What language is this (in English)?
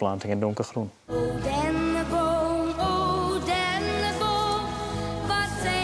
Western Frisian